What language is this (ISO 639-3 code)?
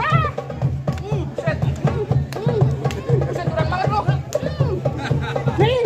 bew